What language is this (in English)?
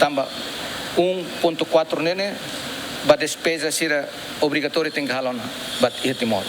Tetum